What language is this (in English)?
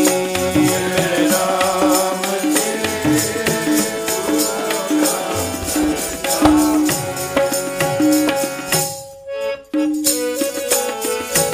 Punjabi